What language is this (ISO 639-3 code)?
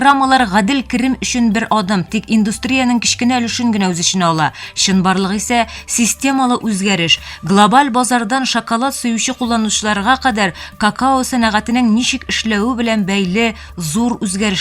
tat